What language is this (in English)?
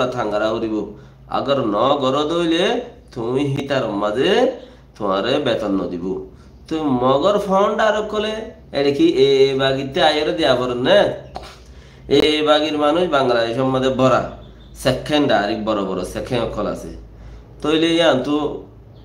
Rohingya